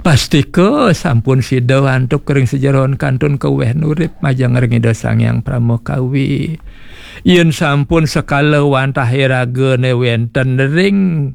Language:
Balinese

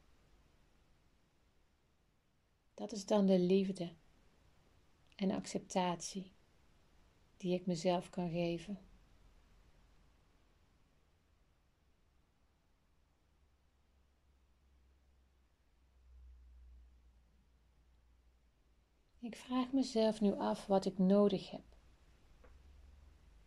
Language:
Dutch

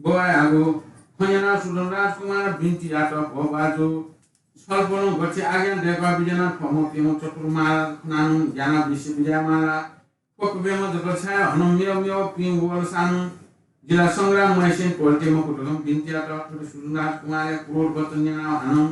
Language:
Newari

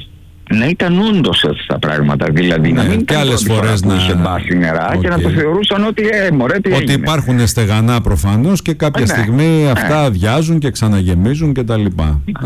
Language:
Greek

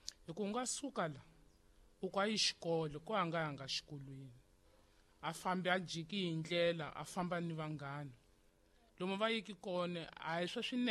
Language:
Tsonga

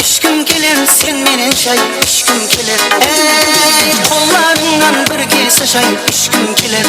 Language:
Kara-Kalpak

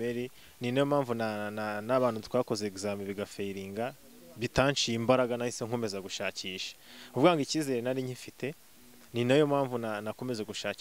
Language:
Kinyarwanda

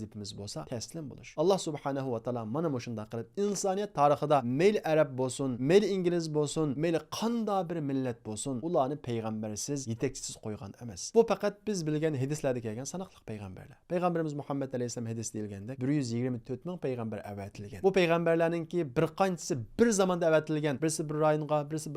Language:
Uyghur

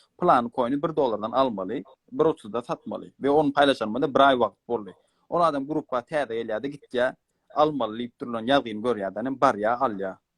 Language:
Turkmen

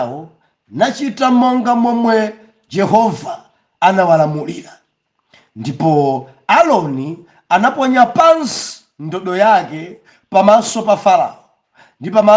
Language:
Nyanja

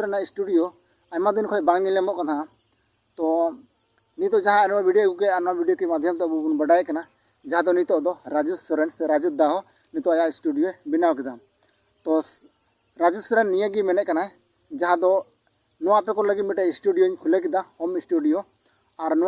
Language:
Santali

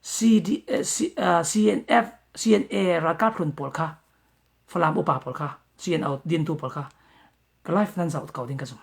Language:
Falam Chin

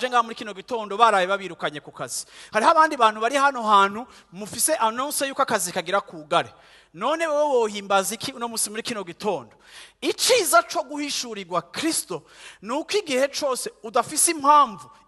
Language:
Rundi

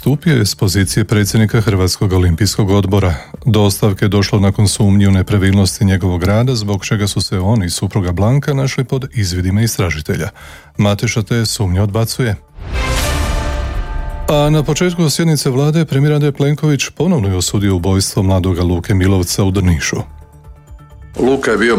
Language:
Croatian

